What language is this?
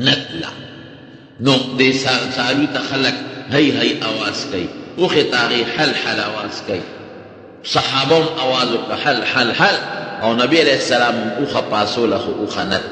Pashto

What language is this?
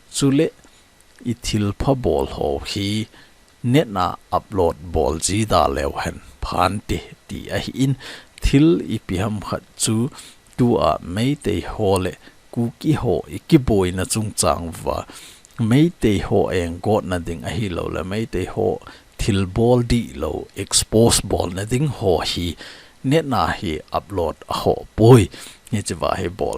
Thado Chin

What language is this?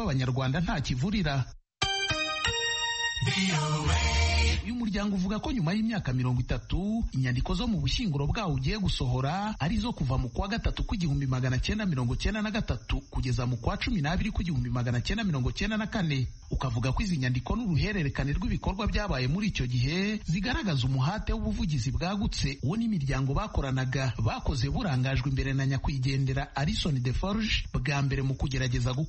Kinyarwanda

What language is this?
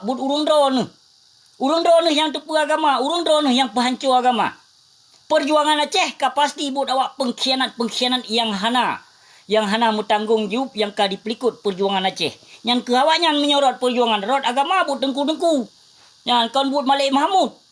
Achinese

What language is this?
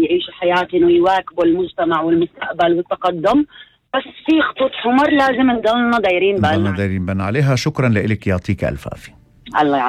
North Levantine Arabic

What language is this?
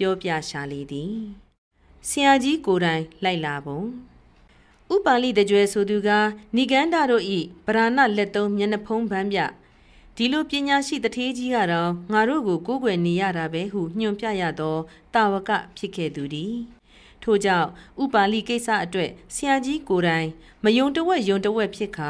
Burmese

